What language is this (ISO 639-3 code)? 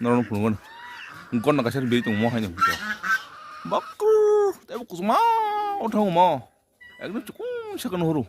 trp